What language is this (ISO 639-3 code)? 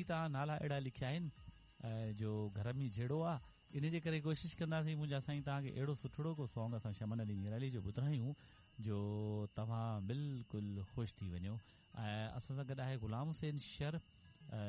snd